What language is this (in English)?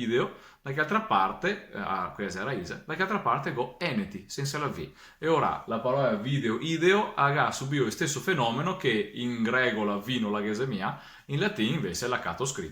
Venetian